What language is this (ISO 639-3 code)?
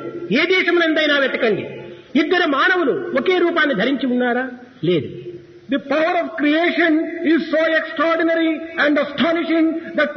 tel